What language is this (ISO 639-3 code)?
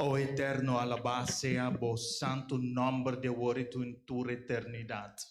pap